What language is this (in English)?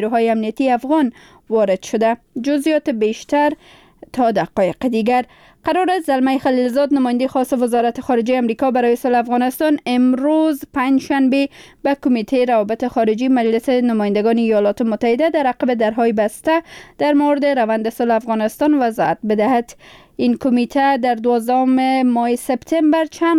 Persian